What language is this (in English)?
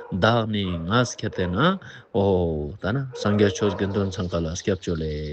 Ladakhi